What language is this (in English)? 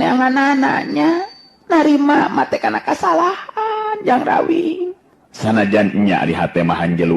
Sundanese